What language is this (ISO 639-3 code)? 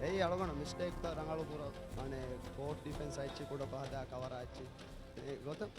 div